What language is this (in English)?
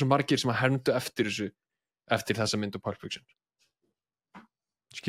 Icelandic